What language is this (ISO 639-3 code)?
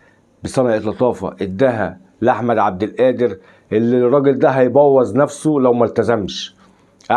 arz